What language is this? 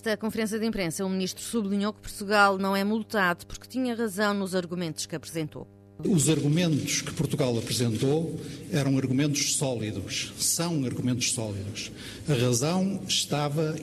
Portuguese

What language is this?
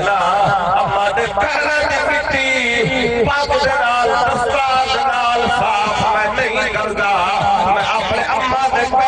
Saraiki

